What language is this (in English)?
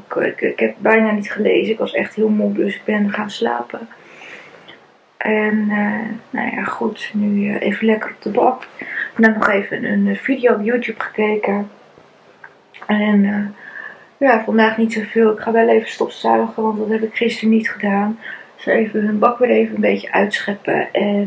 Dutch